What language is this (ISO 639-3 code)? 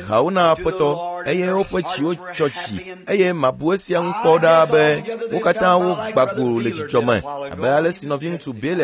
ewe